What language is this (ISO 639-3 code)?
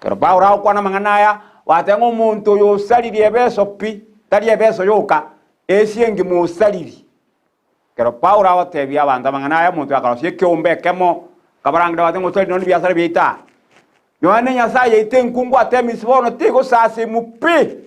guz